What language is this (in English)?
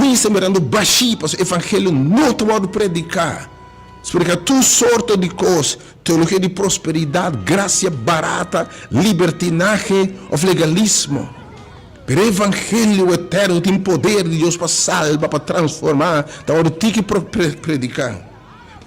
Papiamento